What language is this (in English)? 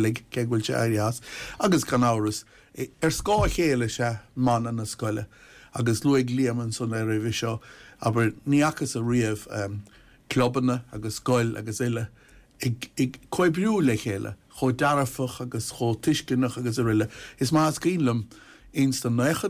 Irish